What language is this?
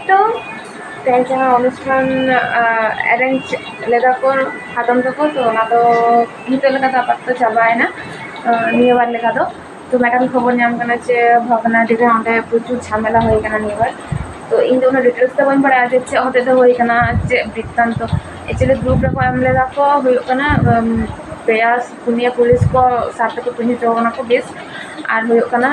Santali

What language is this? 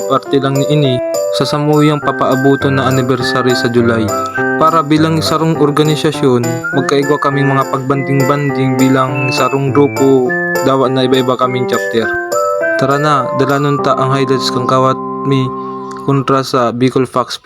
Bikol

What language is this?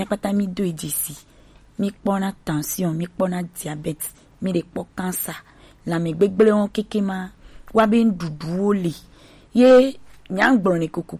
Gen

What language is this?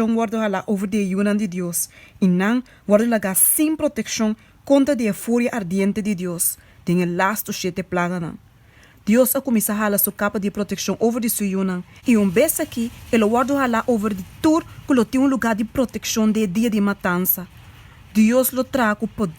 Papiamento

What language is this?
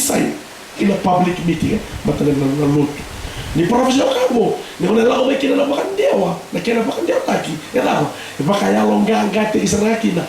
Fijian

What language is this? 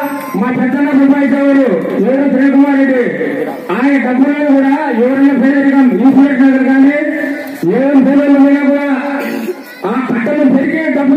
Telugu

